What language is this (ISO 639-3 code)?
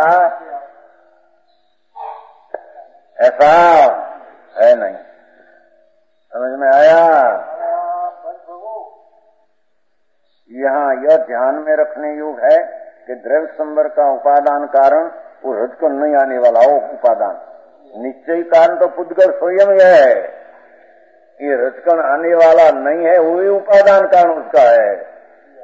hin